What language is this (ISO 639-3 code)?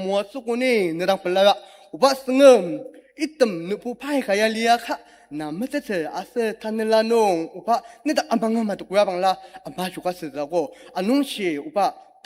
njo